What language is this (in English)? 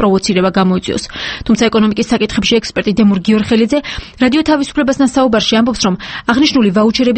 Georgian